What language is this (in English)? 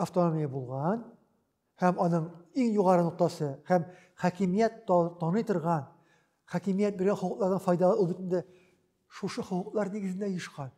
Tatar